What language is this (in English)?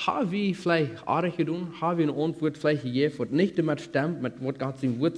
Plautdietsch